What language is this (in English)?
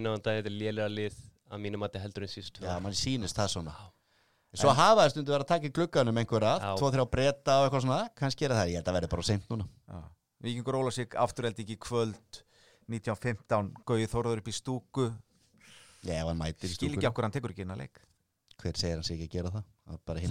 Icelandic